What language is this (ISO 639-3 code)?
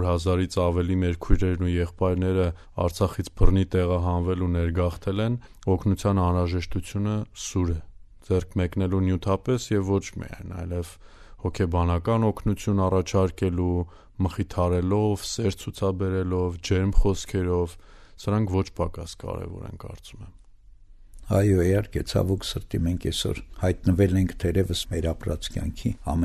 hye